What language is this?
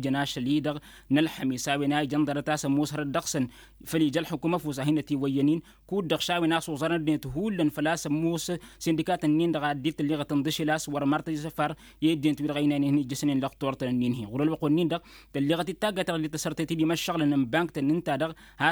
Tamasheq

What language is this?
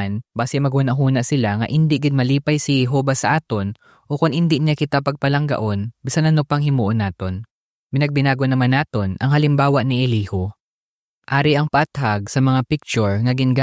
Hiligaynon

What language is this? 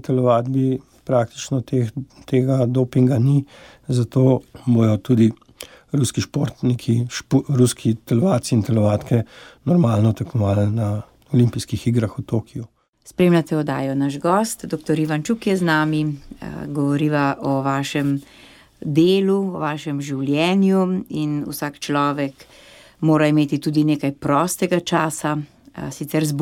Slovenian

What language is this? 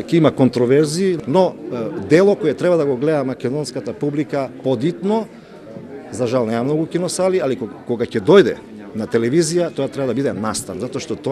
Macedonian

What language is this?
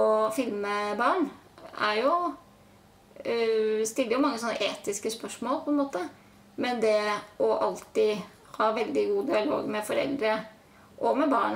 Norwegian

